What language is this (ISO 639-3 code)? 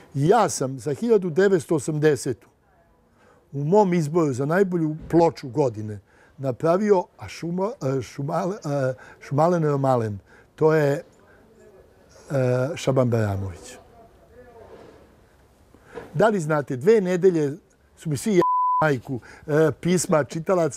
srp